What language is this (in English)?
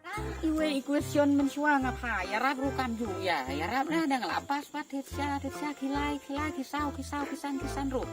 Khasi